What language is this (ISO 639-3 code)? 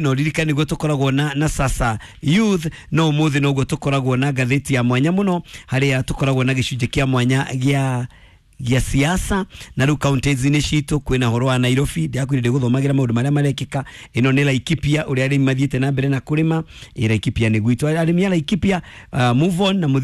kik